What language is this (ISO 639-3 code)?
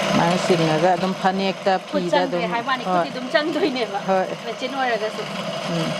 mni